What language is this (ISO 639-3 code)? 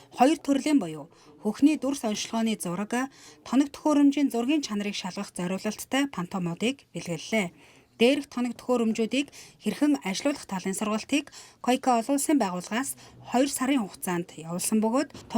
mon